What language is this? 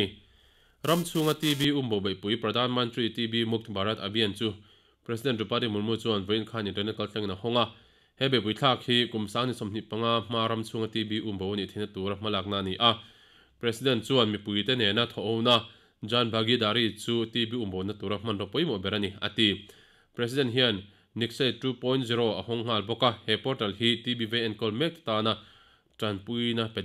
Mizo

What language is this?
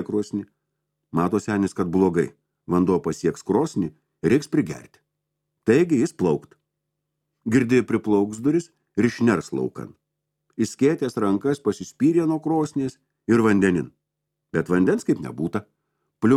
Lithuanian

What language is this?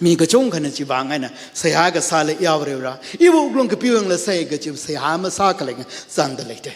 Tangkhul Naga (India)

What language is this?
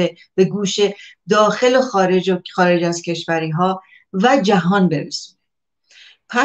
Persian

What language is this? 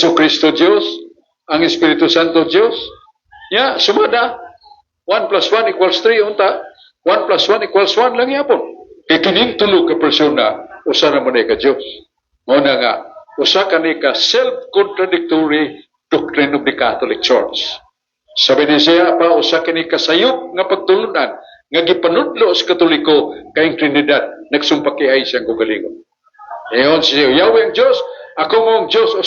Cebuano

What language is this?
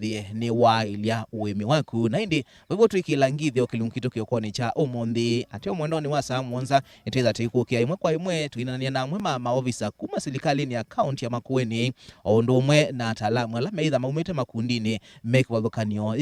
Kamba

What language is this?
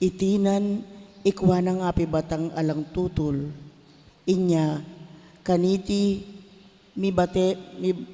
Pampanga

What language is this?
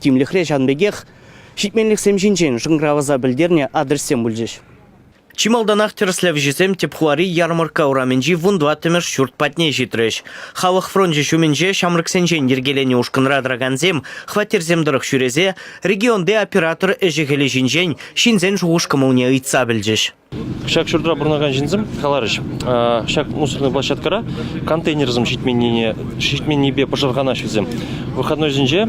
Chuvash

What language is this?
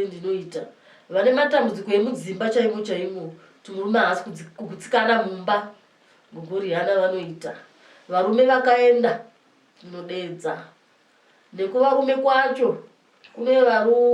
Shona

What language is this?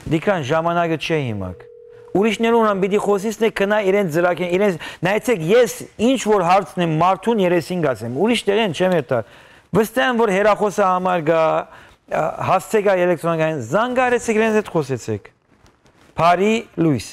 Western Armenian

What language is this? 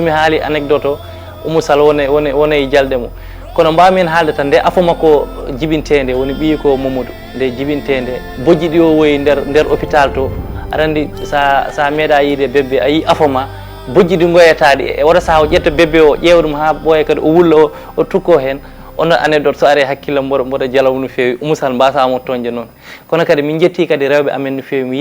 Fula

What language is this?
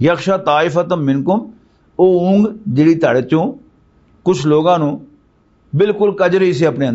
Western Panjabi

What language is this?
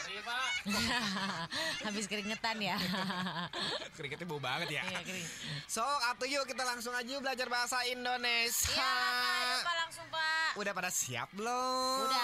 Indonesian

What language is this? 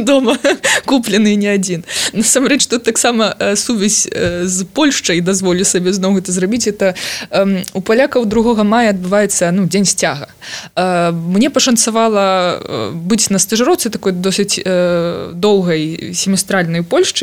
Belarusian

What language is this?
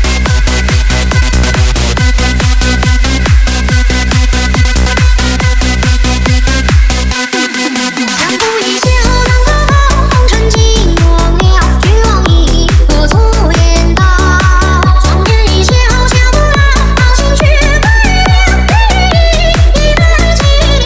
Chinese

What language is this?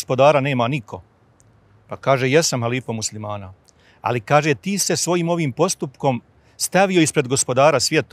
Bosnian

